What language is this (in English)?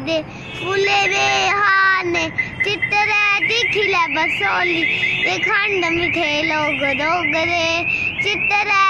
Dogri